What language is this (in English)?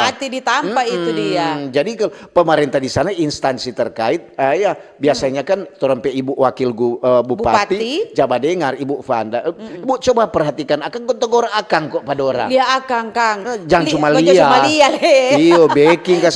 Manado Malay